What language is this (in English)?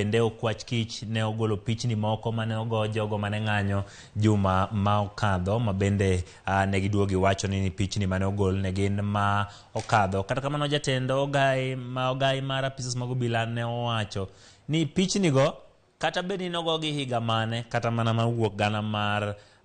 Luo (Kenya and Tanzania)